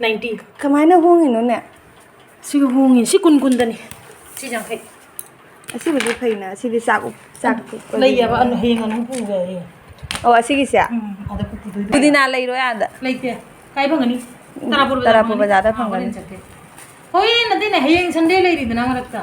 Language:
Manipuri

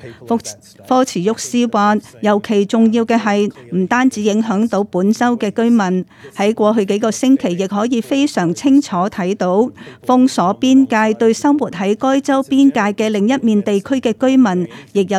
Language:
Cantonese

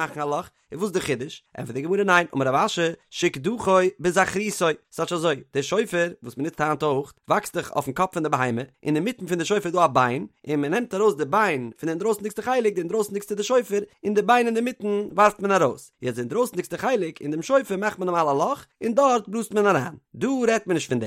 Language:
Yiddish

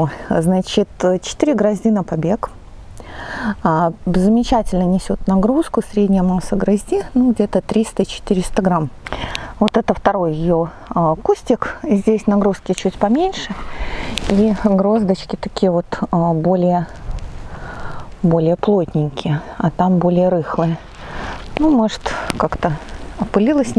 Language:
Russian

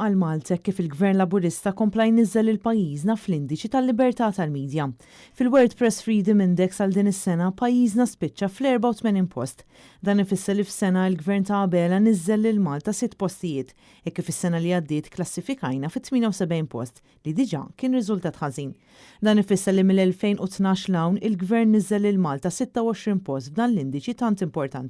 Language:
Maltese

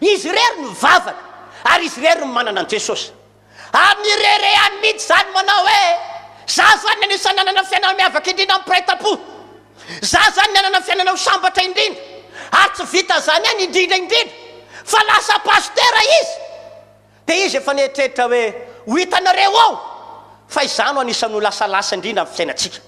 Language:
Malagasy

